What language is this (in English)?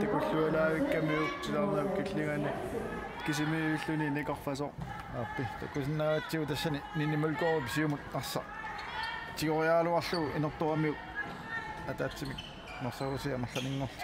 Kalaallisut